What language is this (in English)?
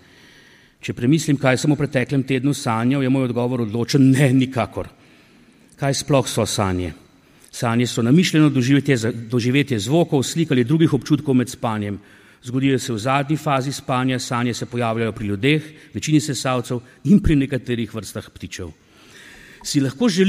Slovenian